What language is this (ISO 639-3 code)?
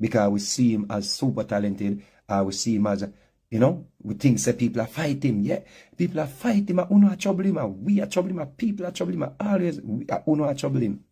jam